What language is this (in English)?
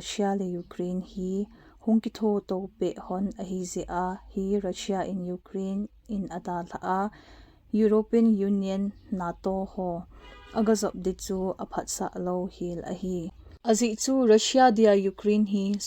Thado Chin